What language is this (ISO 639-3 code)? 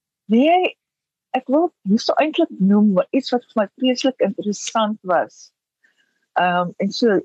afr